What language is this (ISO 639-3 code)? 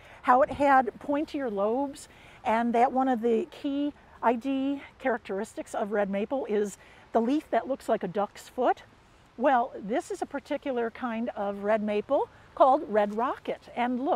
eng